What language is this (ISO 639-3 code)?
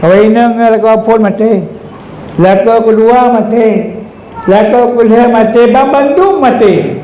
ace